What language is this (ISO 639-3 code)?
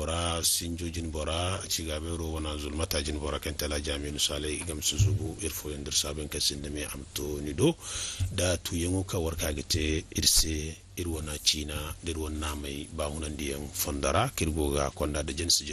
dje